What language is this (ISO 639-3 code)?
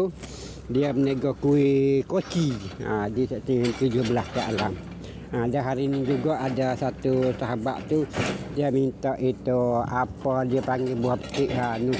msa